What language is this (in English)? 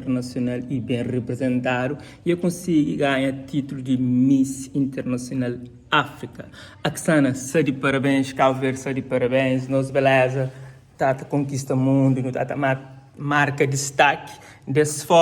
Kabuverdianu